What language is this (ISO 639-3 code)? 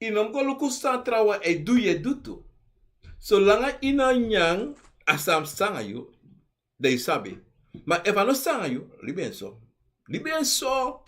srn